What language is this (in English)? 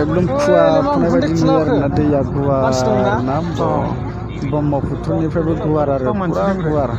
Bodo